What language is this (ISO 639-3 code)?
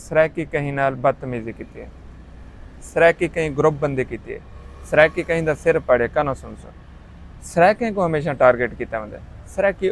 skr